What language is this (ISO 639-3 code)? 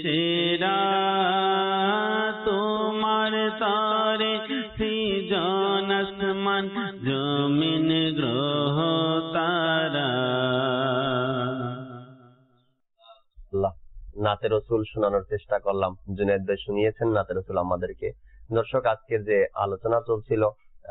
ben